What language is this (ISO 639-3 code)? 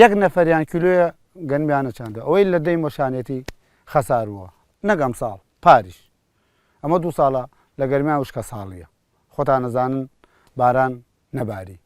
ckb